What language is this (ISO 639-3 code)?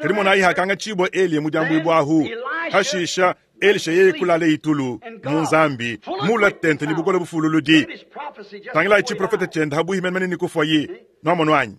lua